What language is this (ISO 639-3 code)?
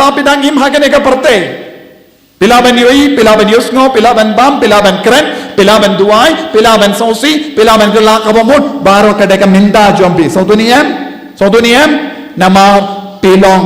kha